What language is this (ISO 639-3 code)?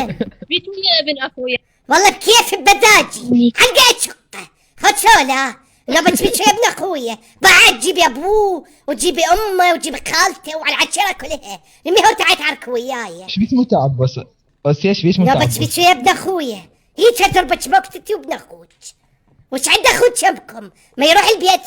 acm